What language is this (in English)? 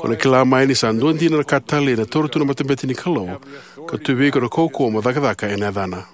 Fijian